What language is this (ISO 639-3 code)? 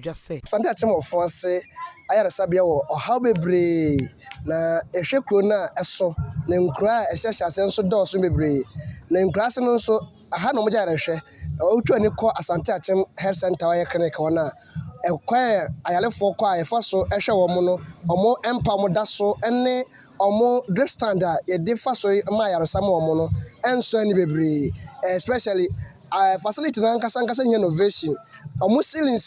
aka